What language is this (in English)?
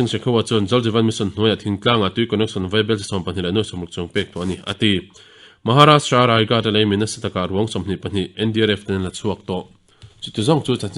Mizo